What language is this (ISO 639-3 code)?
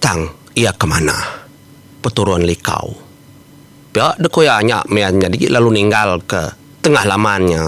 iba